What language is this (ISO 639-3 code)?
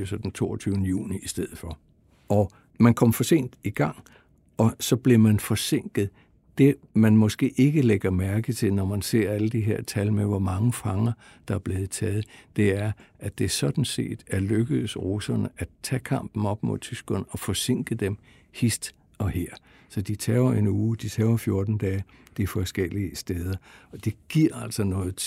dan